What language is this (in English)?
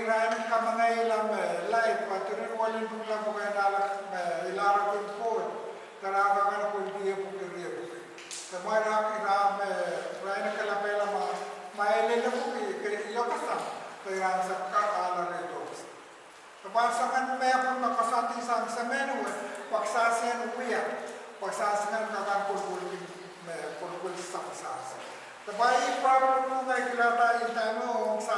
Pohnpeian